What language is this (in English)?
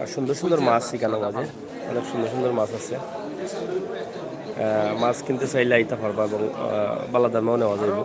Sylheti